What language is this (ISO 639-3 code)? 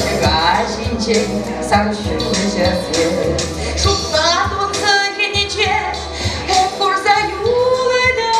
chv